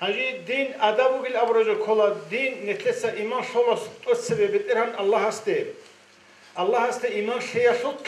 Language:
Avaric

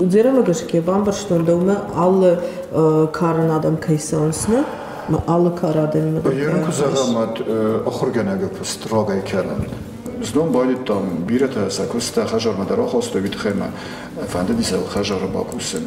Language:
Ossetic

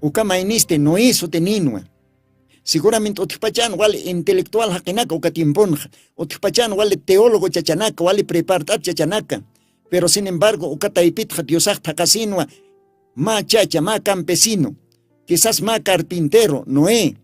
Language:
Aymara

